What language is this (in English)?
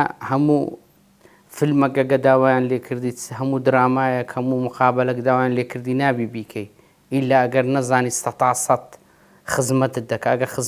Central Kurdish